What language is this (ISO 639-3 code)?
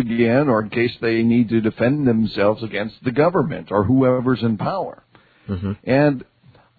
eng